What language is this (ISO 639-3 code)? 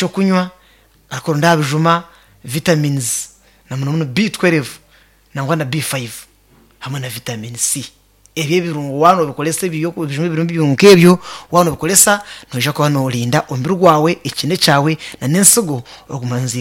nyn